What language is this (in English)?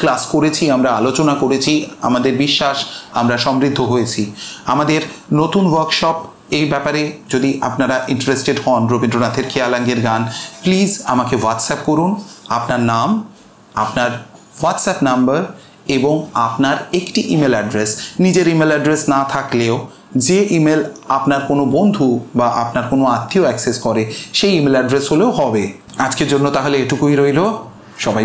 Bangla